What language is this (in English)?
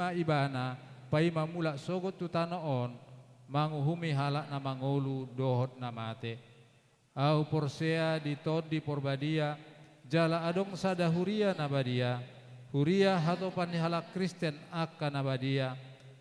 Batak Toba